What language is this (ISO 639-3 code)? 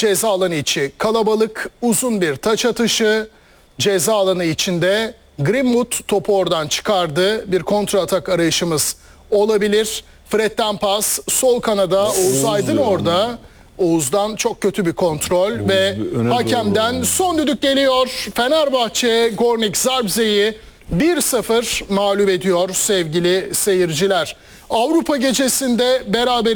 tur